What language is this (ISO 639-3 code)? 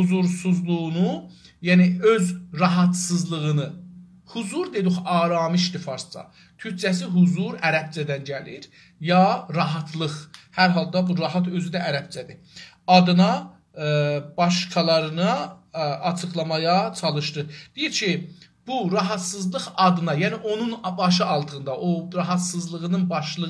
azb